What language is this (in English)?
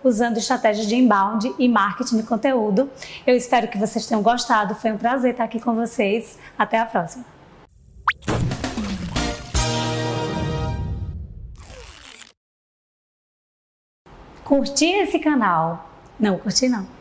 Portuguese